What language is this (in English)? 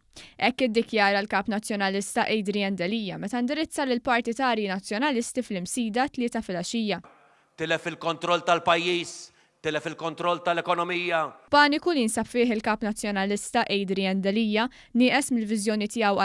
Maltese